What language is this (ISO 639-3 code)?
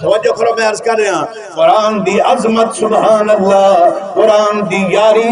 skr